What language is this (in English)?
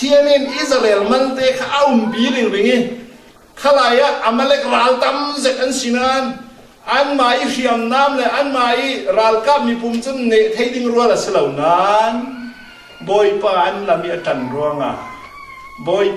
Falam Chin